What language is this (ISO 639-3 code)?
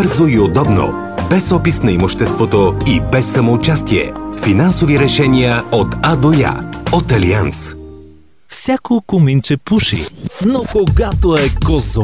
bul